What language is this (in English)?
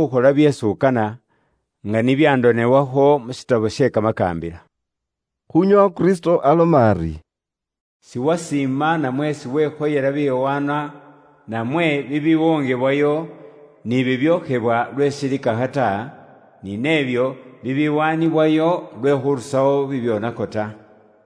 Luyia